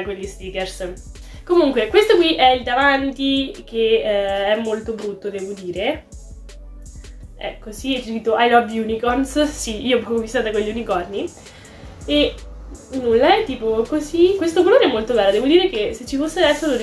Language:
Italian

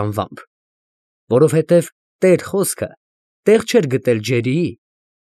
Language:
Armenian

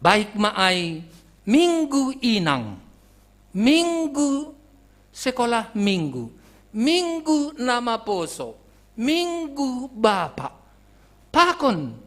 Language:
Batak Simalungun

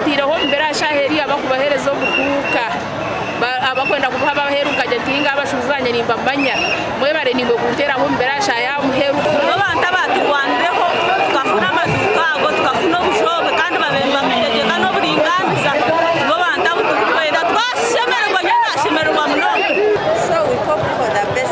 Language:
Nyankole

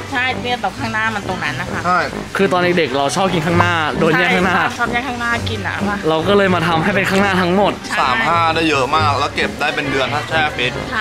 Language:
Thai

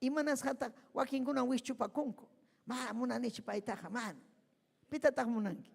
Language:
Ayacucho Quechua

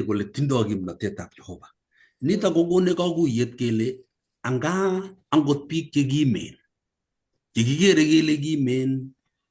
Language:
Kalenjin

